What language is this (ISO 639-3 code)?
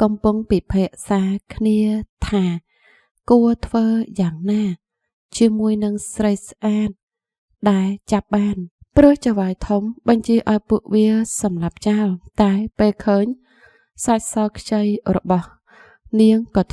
khm